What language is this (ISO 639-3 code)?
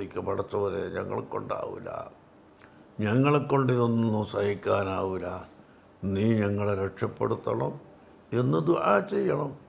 mal